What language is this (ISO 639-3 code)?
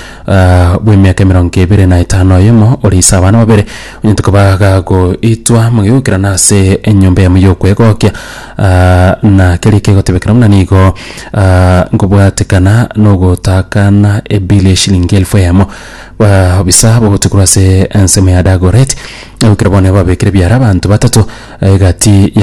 guz